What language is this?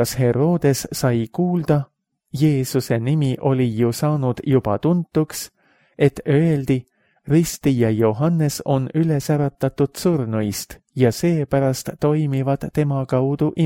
Estonian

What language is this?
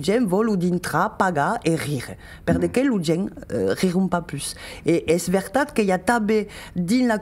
Occitan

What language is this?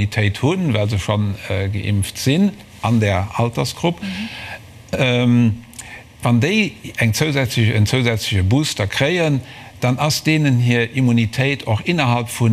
Luxembourgish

